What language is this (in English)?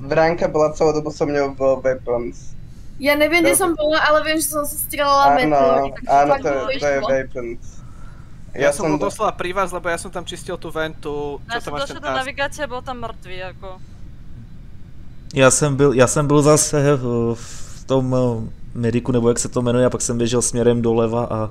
Slovak